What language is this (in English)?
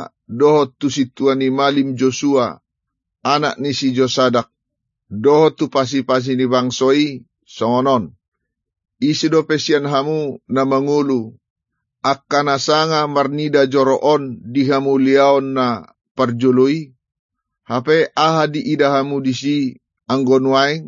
Batak Toba